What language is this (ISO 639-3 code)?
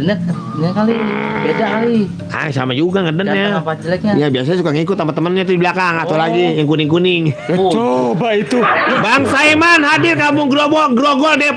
bew